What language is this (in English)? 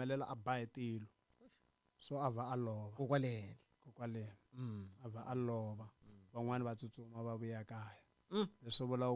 Tsonga